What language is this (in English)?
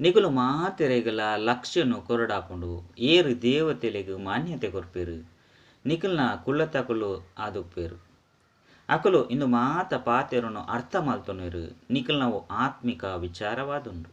Tulu